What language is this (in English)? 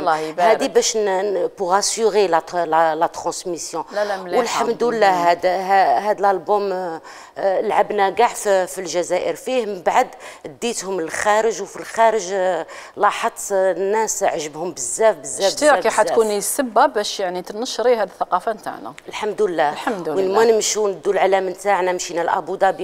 Algerian Arabic